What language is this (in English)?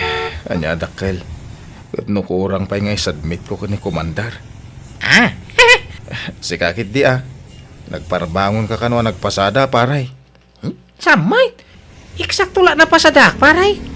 Iloko